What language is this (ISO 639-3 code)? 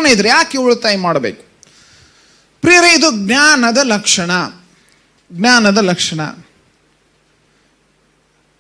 kan